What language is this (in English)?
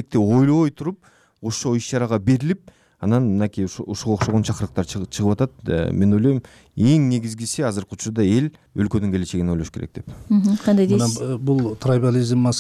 Kyrgyz